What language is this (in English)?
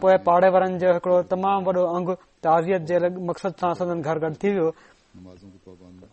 Sindhi